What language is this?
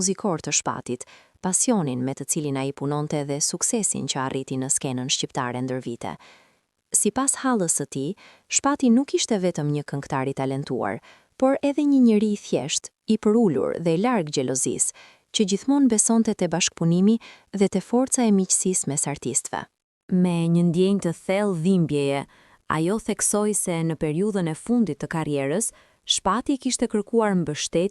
Albanian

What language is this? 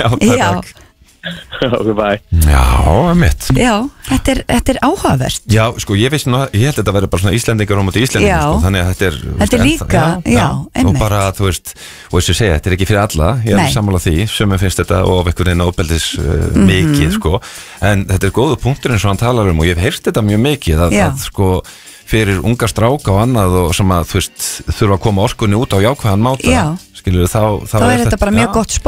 Icelandic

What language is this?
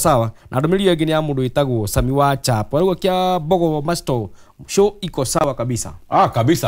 Kikuyu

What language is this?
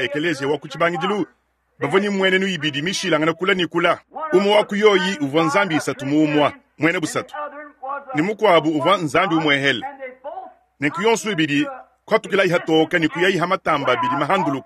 Luba-Lulua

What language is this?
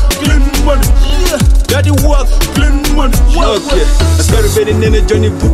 Swahili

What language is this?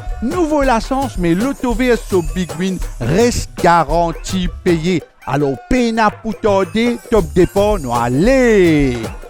Morisyen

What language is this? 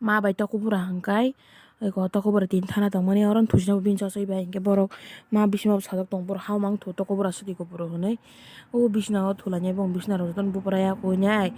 Kok Borok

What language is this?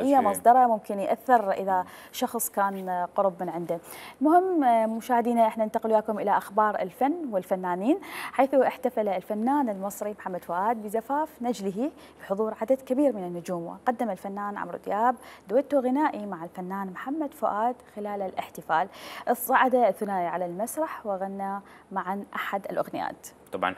Mesopotamian Arabic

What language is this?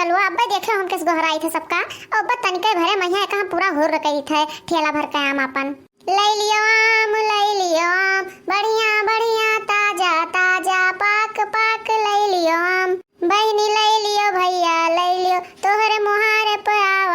Awadhi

